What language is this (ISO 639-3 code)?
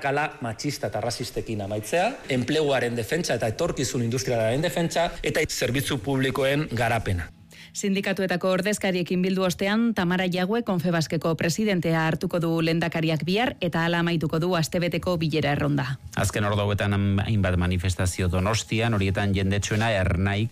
eus